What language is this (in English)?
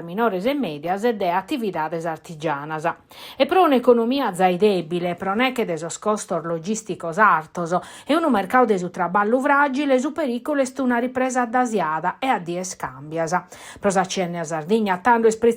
Sardinian